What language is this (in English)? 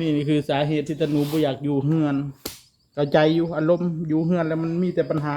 Northeastern Thai